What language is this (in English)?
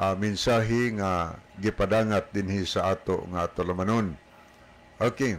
Cebuano